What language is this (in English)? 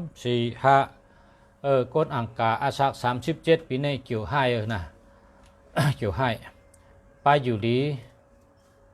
Shan